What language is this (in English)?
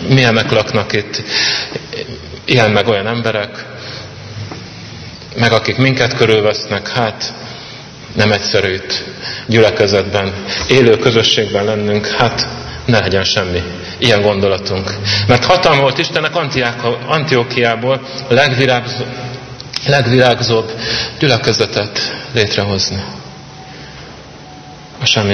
Hungarian